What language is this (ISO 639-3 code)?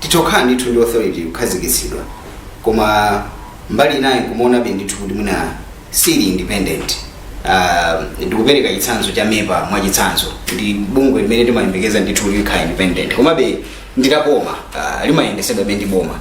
nya